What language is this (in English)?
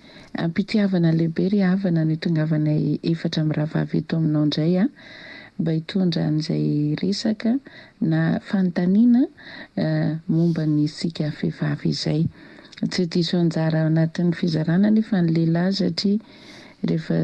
Malagasy